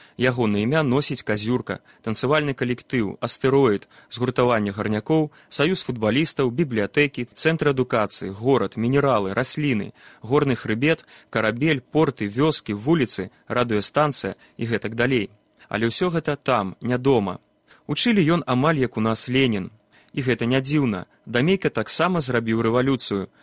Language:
Belarusian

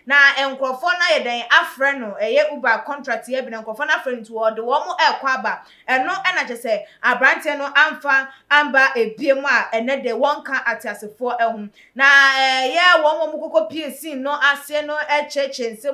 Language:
Akan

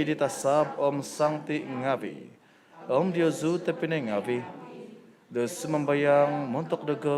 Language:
Central Dusun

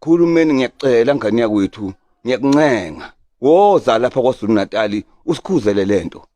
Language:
Zulu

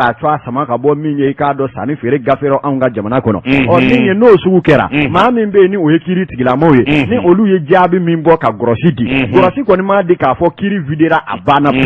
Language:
Bambara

